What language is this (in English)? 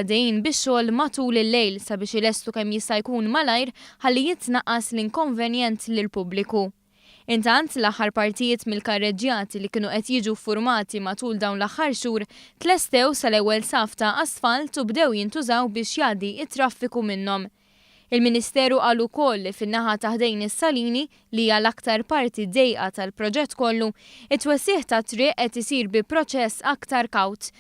Maltese